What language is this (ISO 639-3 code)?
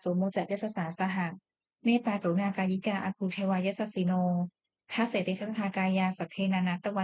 pli